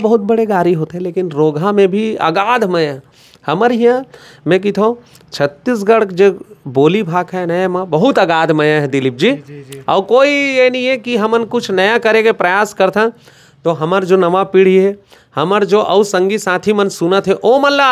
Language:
Chhattisgarhi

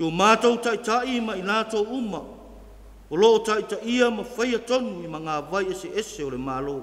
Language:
Samoan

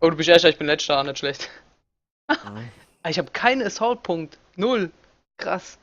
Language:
Palatine German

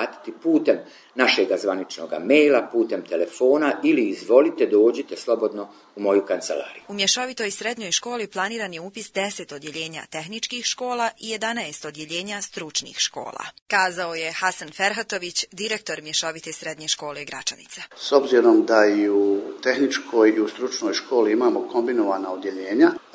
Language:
Bosnian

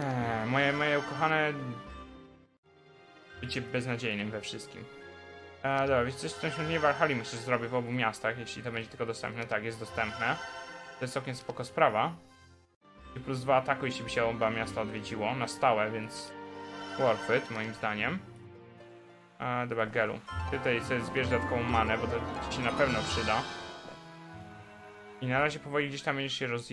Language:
Polish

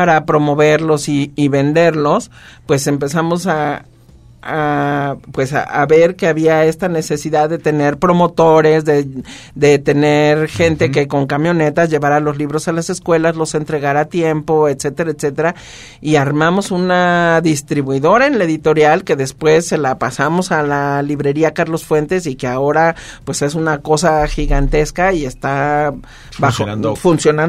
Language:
Spanish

